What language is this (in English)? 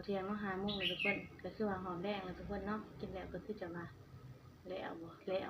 Northeastern Thai